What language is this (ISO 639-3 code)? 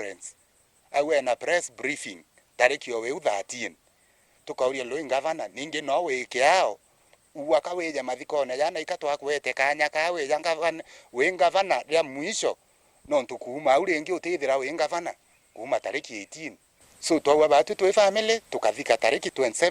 mer